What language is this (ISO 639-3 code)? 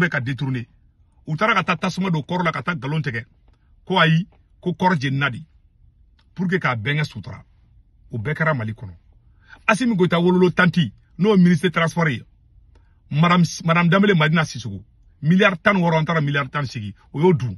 bam